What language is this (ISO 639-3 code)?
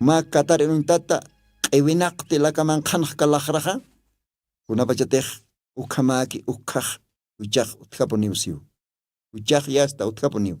aym